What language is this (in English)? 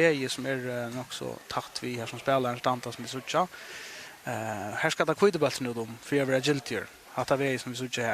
Faroese